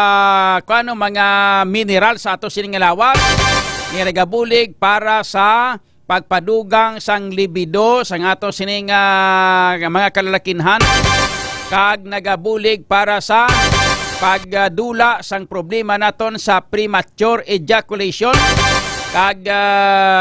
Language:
Hiligaynon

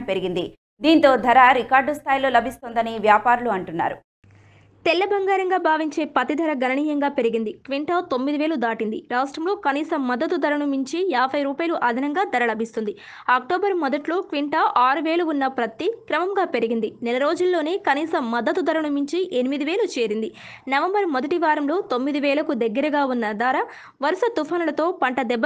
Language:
Telugu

